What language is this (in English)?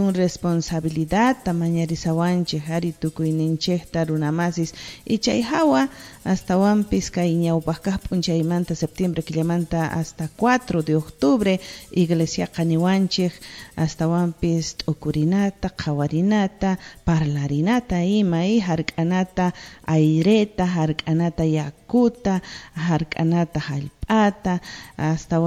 South Bolivian Quechua